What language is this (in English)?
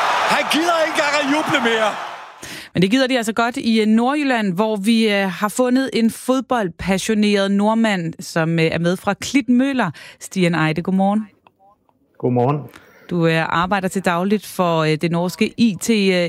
Danish